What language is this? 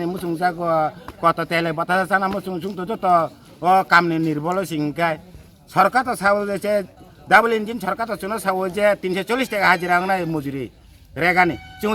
Kok Borok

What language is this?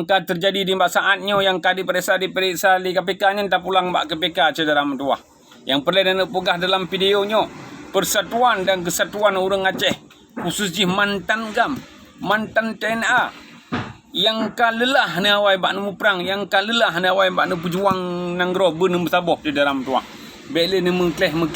Achinese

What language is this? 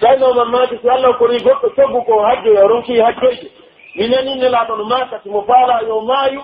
Pular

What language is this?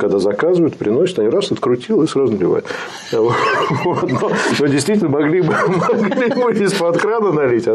Russian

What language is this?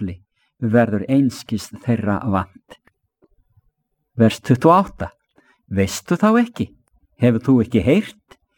Icelandic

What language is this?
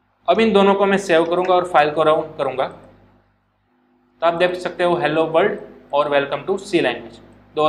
Hindi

